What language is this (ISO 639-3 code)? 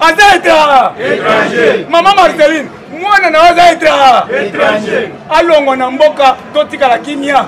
lin